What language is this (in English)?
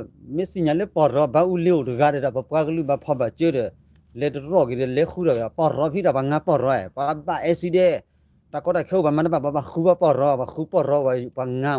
S'gaw Karen